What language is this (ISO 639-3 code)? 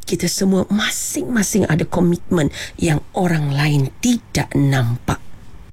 msa